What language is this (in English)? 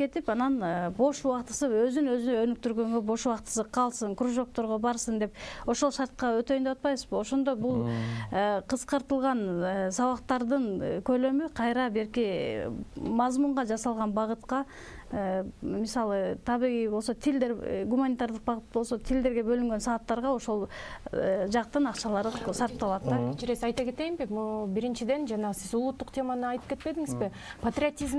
Kyrgyz